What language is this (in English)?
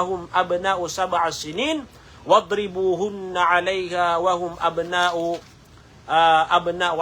Maranao